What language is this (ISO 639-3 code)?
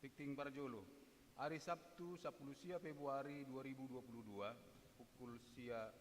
bbc